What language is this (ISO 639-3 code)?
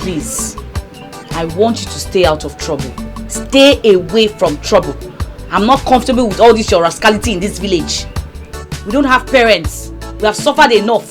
pcm